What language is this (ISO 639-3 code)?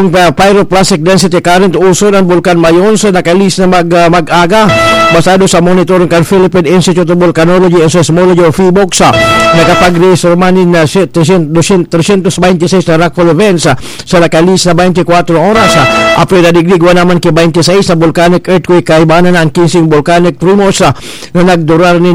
bik